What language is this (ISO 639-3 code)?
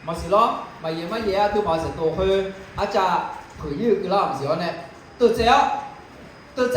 ahk